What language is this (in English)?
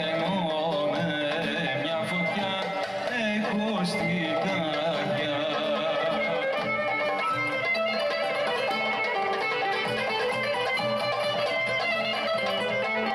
Greek